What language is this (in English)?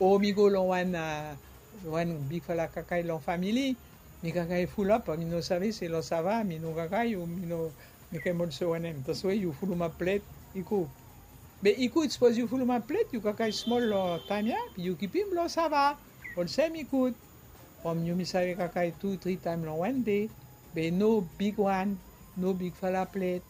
Bislama